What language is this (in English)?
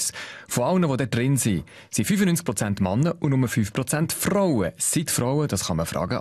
Swiss German